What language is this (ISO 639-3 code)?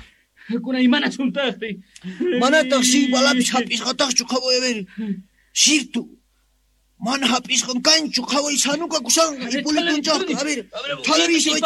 quh